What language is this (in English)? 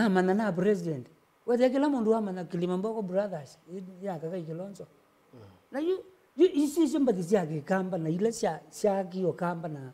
Kamba